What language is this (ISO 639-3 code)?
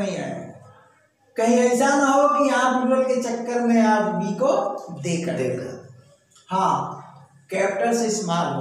hin